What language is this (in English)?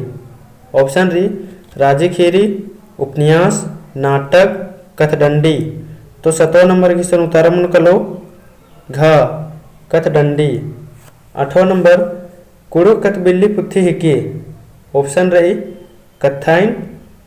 Kurukh